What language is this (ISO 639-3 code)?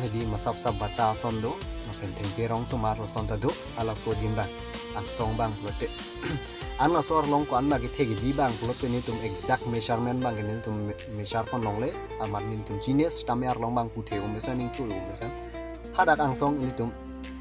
mjw